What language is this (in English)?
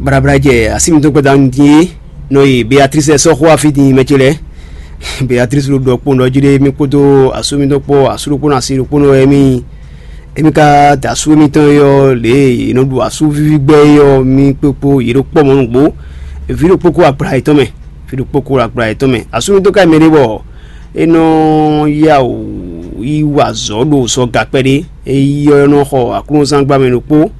Fon